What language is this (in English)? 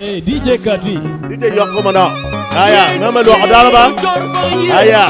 Acoli